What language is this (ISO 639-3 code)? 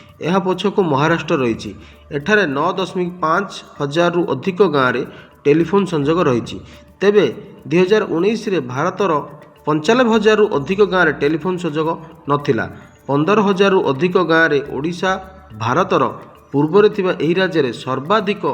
ori